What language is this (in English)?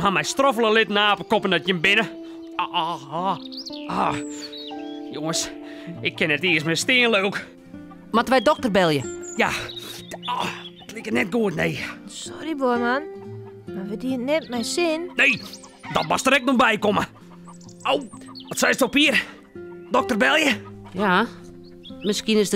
Western Frisian